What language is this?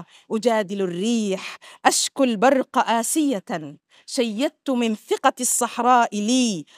Arabic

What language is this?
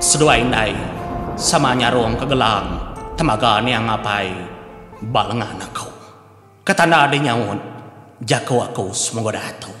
Iban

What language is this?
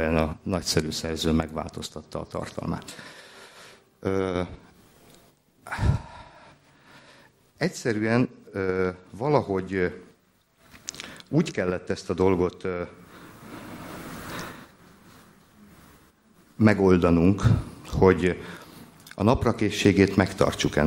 Hungarian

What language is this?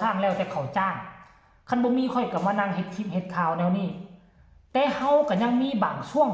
Northeastern Thai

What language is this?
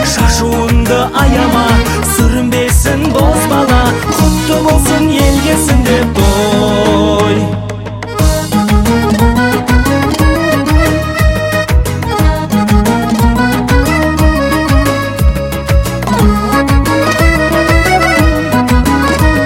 Kazakh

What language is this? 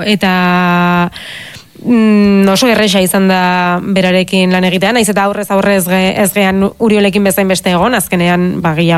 Basque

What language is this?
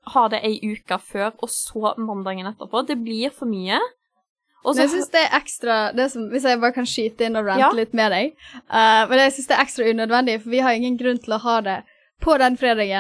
Norwegian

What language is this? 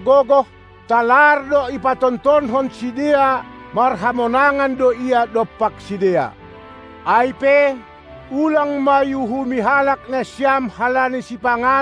Batak Simalungun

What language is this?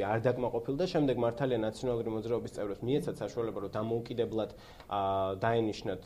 Georgian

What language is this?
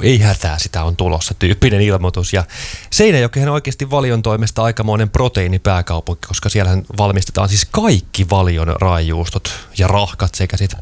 Finnish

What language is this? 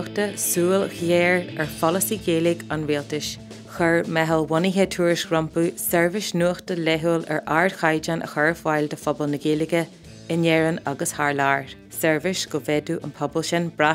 Irish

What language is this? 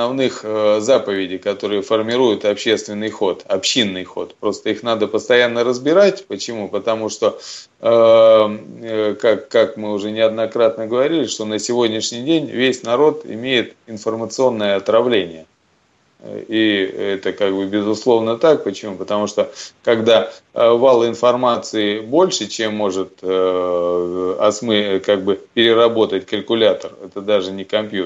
Russian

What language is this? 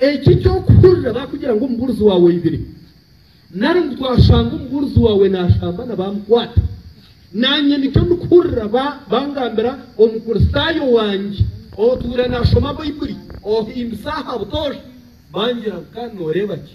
Nyankole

